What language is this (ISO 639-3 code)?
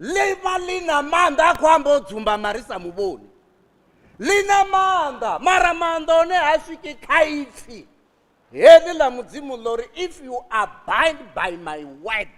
ven